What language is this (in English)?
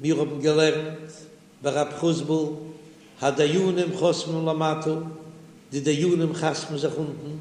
Yiddish